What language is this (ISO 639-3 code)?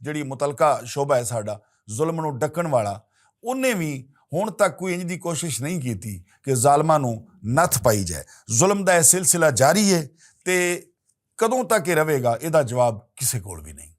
lah